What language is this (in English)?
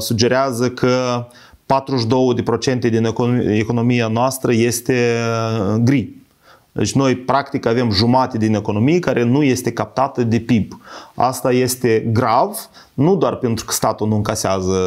Romanian